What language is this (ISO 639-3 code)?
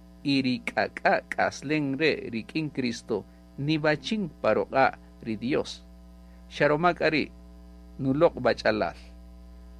cak